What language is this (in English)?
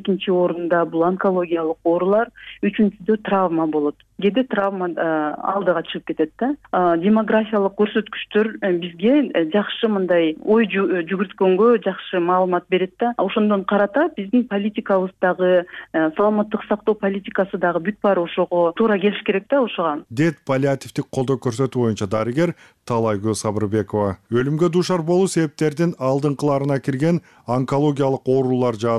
Kyrgyz